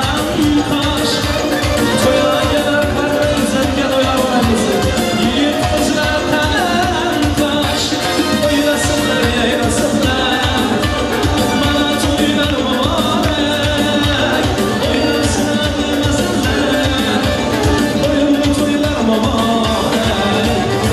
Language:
Turkmen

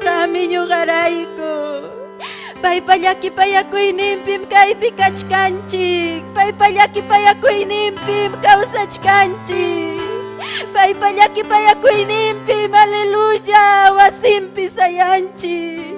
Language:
Ayacucho Quechua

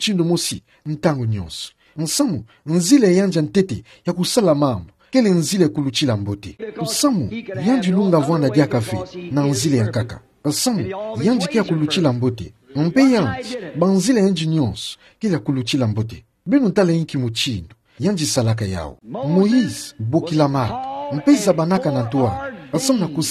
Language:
Kituba (Democratic Republic of Congo)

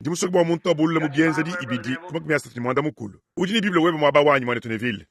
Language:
Luba-Lulua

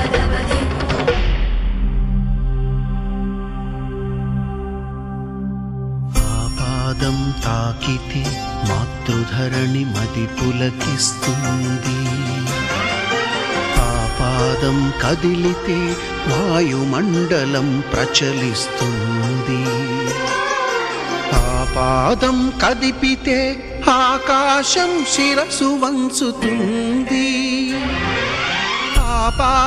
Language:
Telugu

